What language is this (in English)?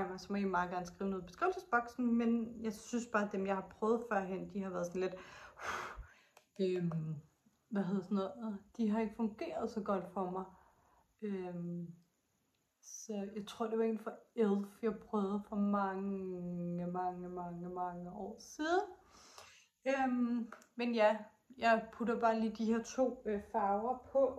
Danish